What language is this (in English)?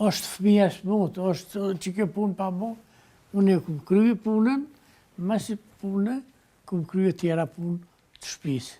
Albanian